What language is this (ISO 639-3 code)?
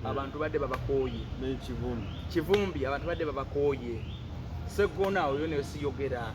lug